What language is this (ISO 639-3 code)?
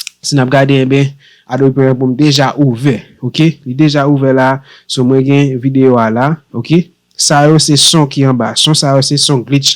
hat